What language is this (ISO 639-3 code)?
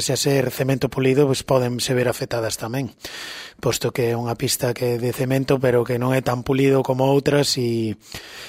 glg